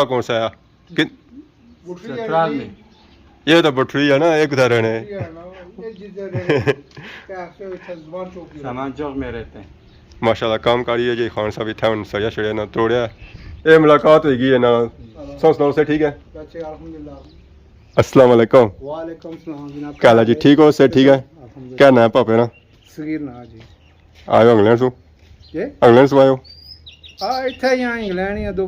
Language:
Pahari-Potwari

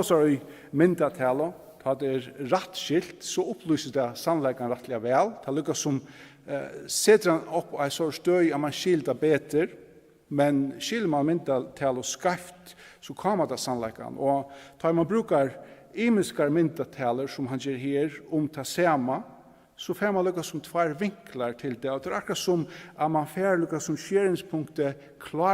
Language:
Faroese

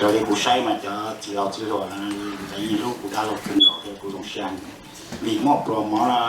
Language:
Hmong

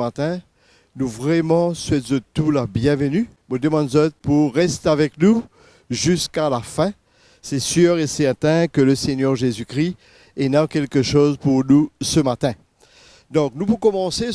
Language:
Morisyen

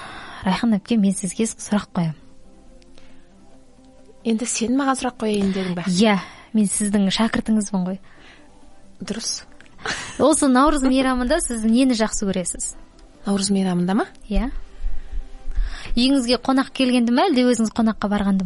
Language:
Kazakh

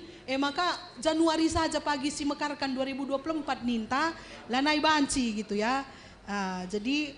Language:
Batak Karo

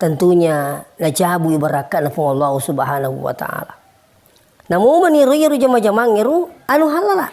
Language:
Buginese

